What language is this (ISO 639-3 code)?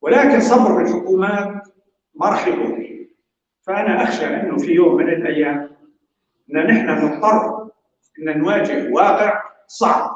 apc